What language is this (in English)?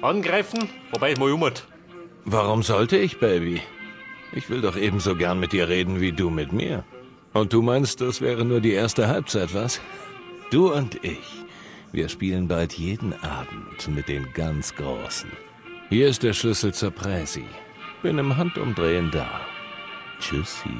Bavarian